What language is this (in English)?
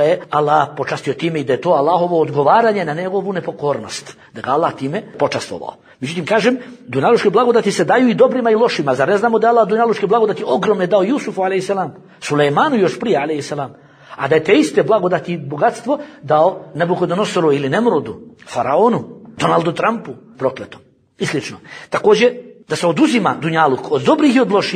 Bosnian